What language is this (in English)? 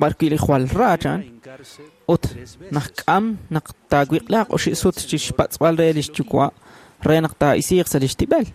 Kekchí